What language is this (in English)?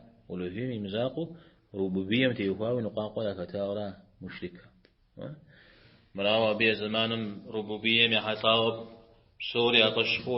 Kabardian